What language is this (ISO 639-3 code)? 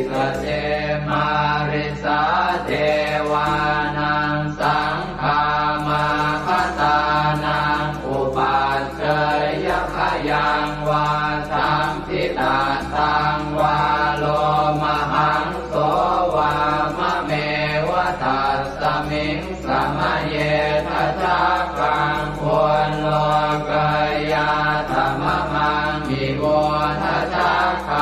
pli